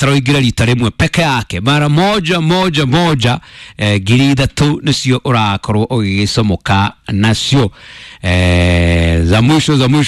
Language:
Kikuyu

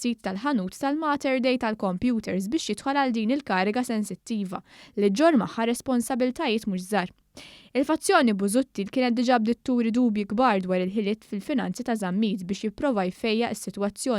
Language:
Maltese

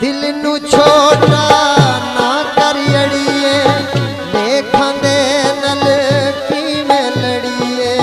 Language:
Pahari-Potwari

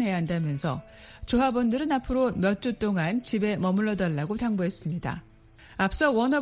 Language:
Korean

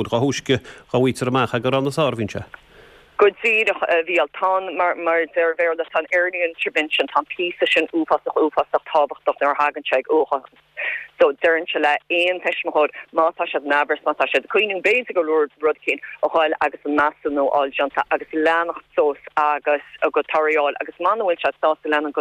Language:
Irish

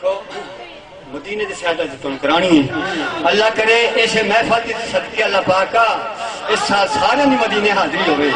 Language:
Saraiki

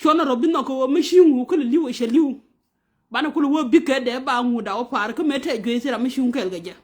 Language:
Nuer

